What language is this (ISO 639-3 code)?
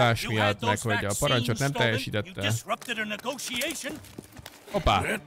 hun